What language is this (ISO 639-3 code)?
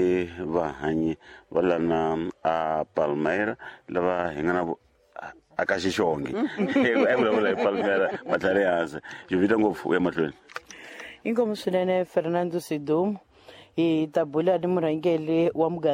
tso